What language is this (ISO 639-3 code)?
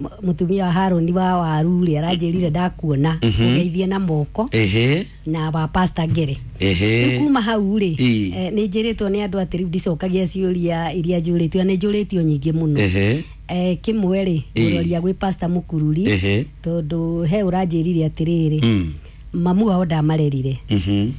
kik